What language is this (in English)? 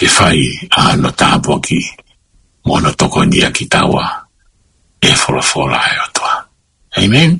Tongan